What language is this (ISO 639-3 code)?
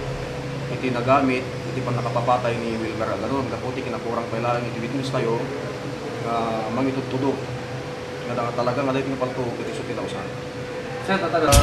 ilo